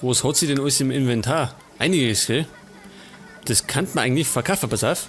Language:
Bavarian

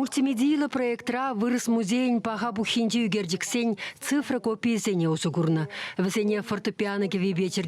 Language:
Chuvash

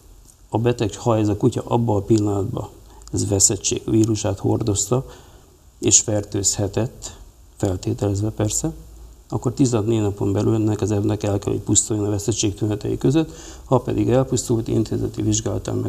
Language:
Hungarian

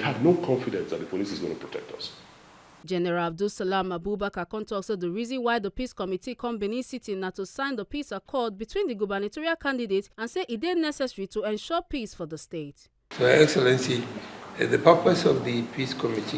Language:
Nigerian Pidgin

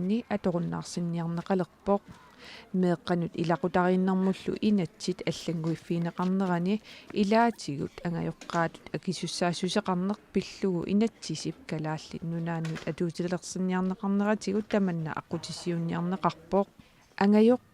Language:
Kalaallisut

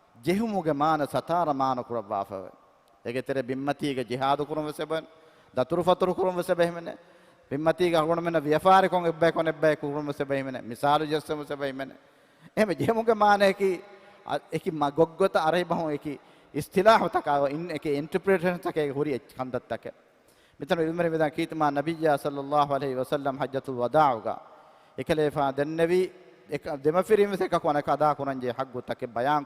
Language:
Divehi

